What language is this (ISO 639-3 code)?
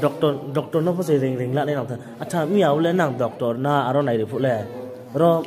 ria